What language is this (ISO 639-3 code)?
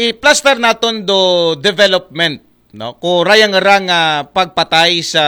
akl